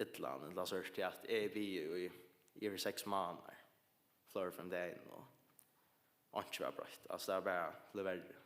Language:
Faroese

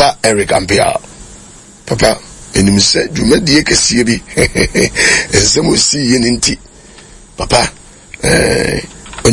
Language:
Akan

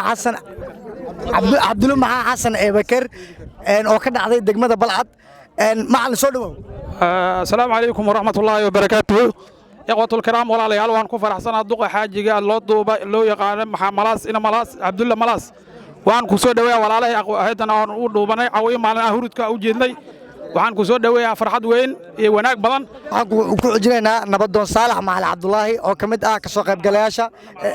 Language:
Somali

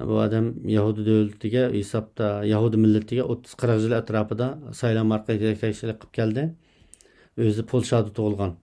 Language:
Uyghur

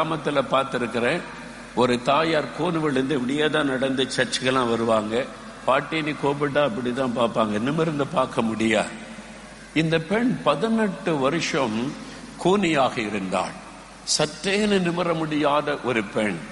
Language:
Tamil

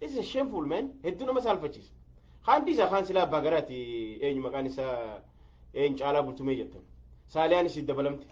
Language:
Oromo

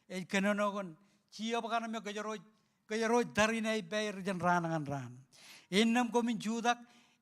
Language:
Marshallese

